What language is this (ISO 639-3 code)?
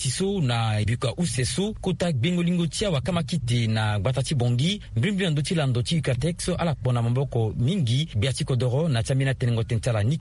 sag